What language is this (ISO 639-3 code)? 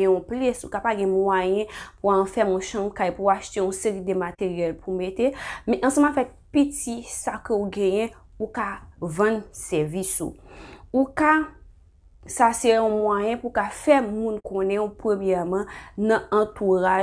hat